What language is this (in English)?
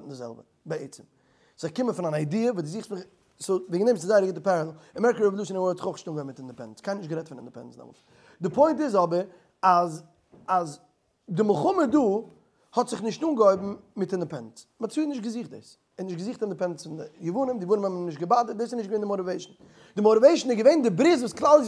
Yiddish